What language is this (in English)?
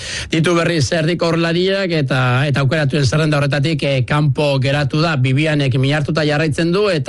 Basque